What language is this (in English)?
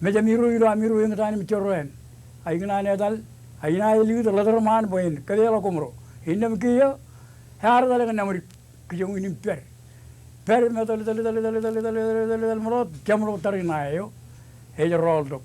Marshallese